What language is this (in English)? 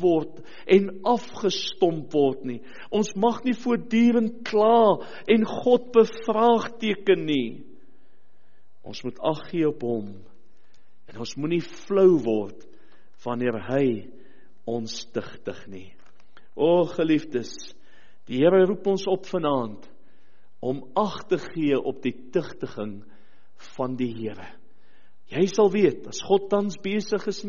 Afrikaans